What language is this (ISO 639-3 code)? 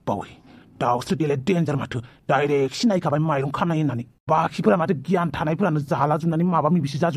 brx